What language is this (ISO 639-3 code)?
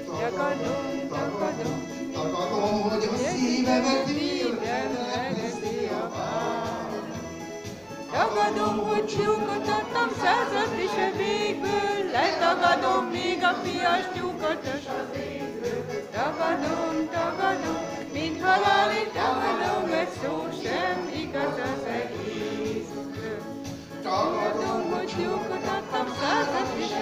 hun